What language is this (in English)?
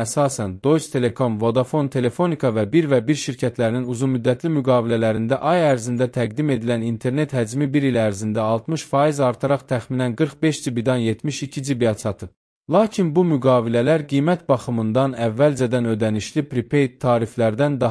Azerbaijani